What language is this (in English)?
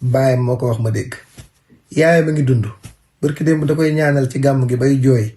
Wolof